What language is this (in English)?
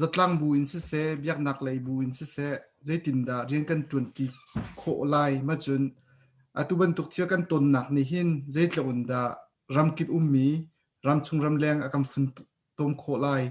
Hakha Chin